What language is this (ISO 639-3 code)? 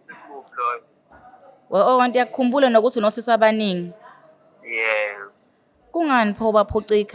zul